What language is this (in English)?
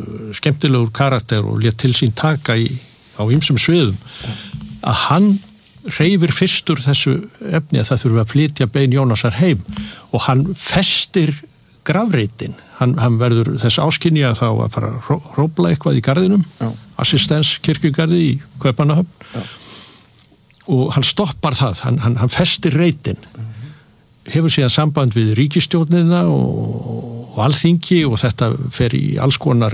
Icelandic